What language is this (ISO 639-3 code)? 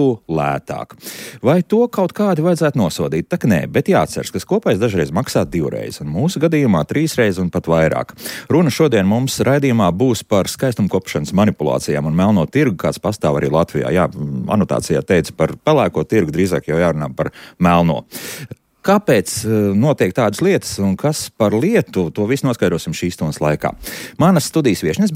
lav